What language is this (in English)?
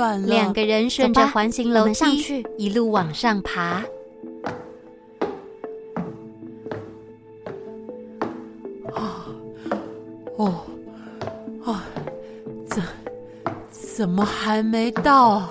Chinese